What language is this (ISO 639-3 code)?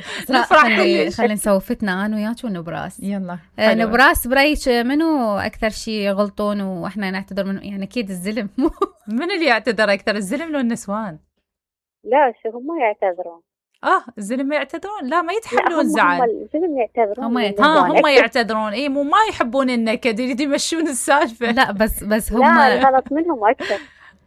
acm